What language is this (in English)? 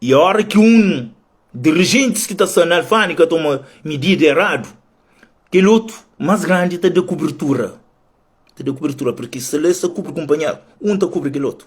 Kabuverdianu